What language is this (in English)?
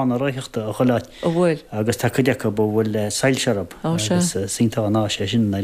Irish